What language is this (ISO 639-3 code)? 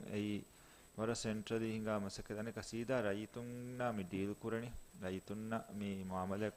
div